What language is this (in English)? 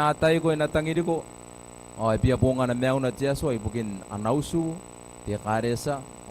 Gilbertese